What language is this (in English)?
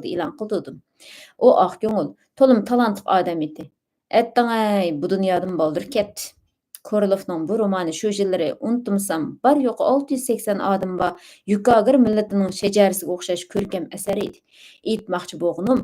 Uyghur